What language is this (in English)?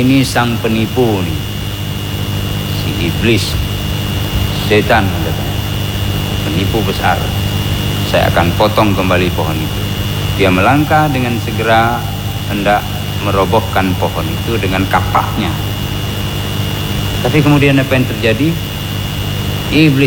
Indonesian